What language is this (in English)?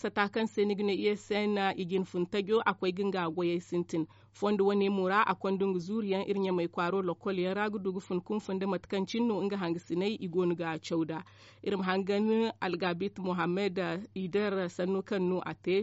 Zarma